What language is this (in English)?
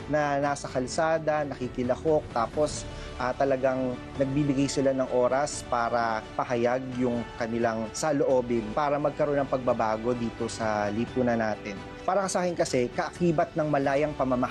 Filipino